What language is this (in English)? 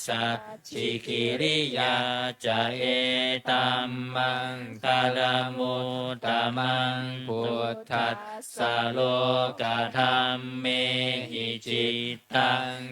Pali